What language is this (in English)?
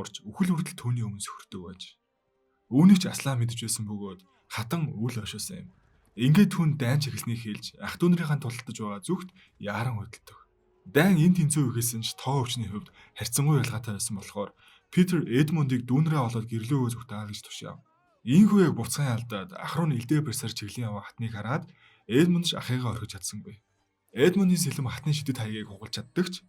Mongolian